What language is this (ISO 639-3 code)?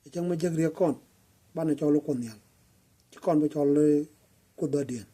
nus